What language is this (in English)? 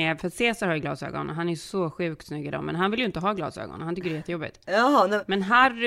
Swedish